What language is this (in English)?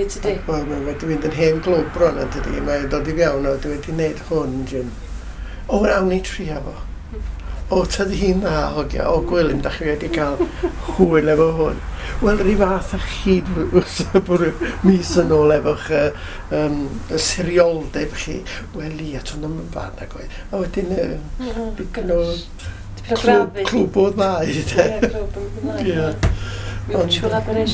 Welsh